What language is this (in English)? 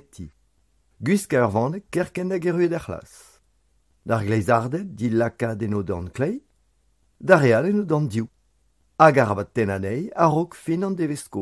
Breton